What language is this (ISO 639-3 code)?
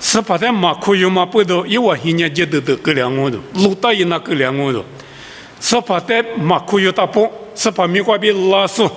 lis